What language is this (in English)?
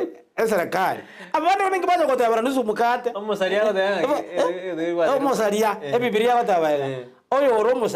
Gusii